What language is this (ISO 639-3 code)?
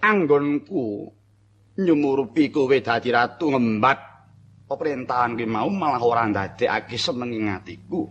jav